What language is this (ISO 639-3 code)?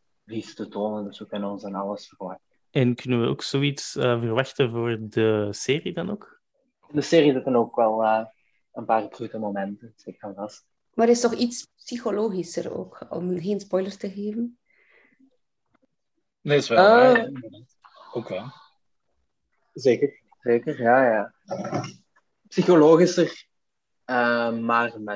nld